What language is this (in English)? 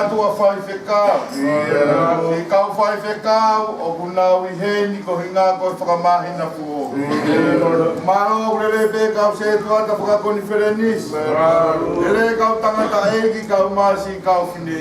Tongan